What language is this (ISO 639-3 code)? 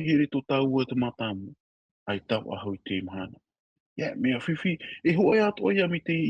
tah